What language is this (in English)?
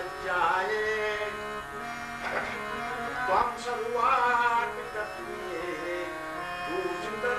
Kannada